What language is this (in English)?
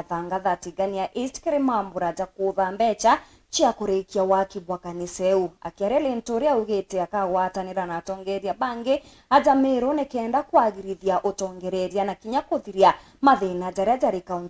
Meru